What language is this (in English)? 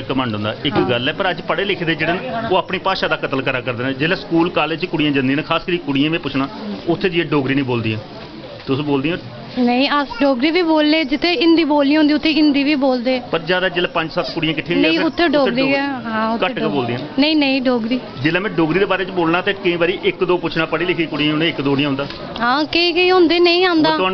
Dogri